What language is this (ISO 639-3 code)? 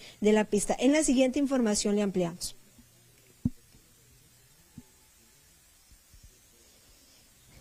spa